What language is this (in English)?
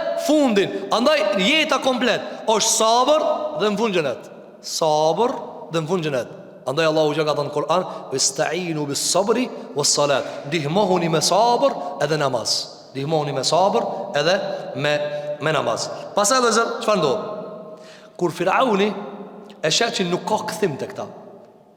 Albanian